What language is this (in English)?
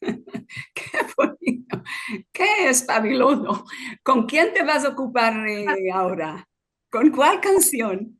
Ladino